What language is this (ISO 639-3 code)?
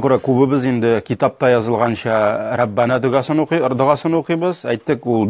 tat